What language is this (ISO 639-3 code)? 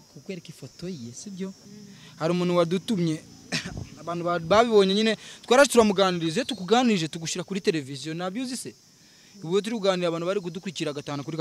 kin